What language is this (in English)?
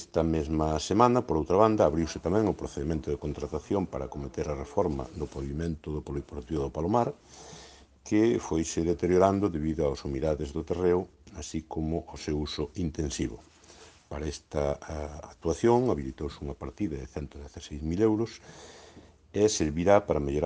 Galician